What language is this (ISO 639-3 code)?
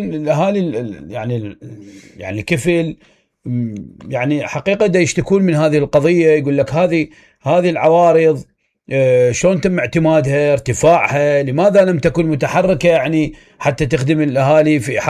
acm